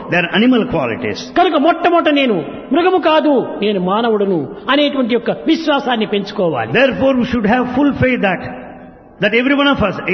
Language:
Telugu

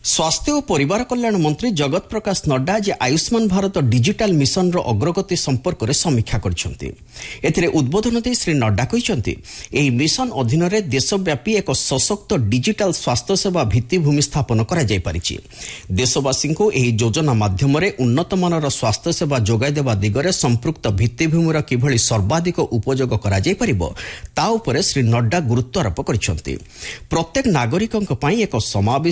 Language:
Odia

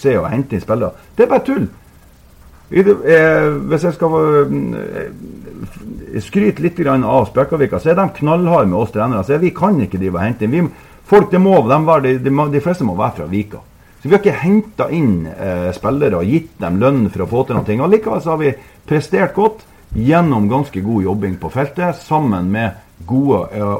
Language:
Norwegian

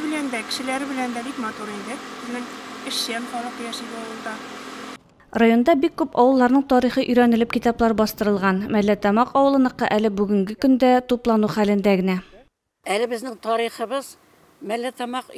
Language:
Tatar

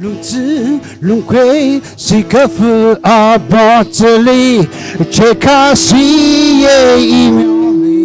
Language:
Tangkhul Naga (India)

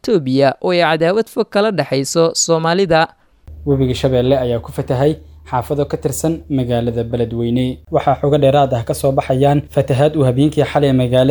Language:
Somali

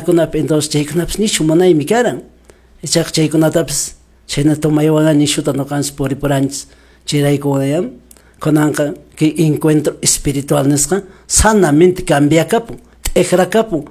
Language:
Quechua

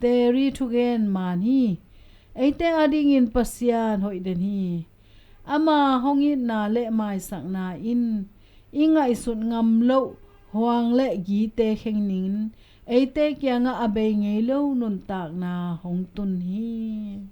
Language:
Tedim Chin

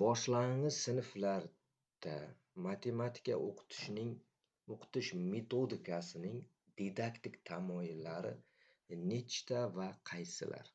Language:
Uzbek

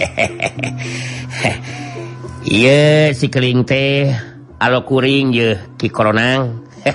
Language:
Sundanese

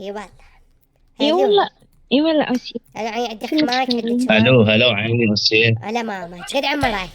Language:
Mesopotamian Arabic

